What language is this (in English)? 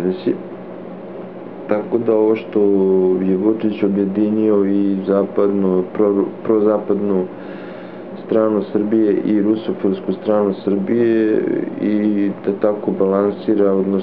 Serbian